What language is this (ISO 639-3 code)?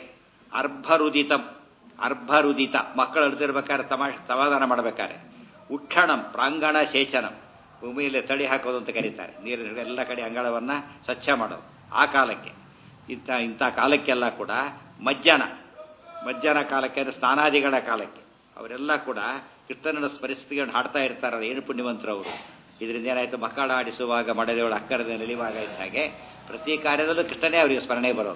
kan